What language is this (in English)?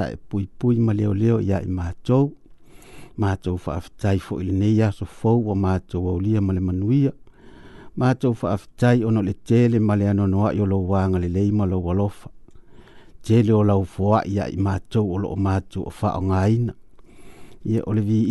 Samoan